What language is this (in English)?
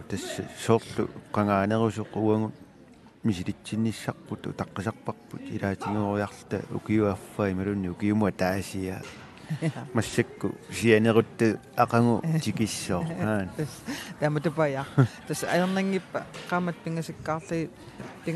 Kalaallisut